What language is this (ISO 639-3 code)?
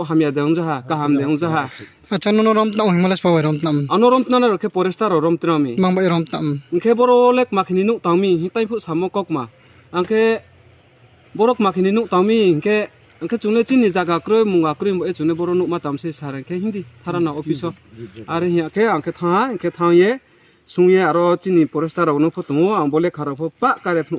ria